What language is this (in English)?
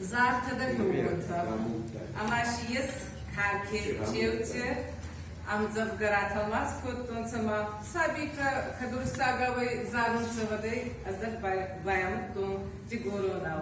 Ossetic